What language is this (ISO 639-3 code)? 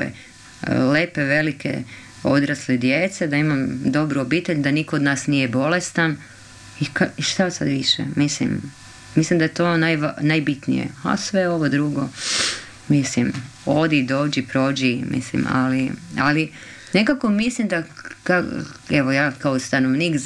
hrv